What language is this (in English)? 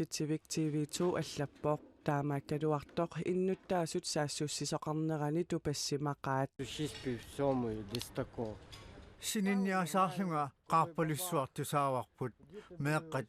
Kalaallisut